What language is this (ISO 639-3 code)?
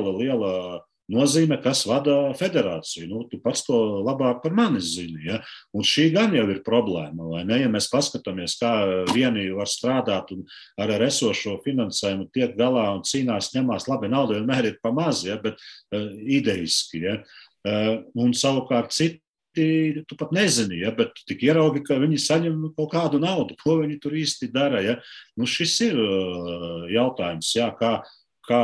lav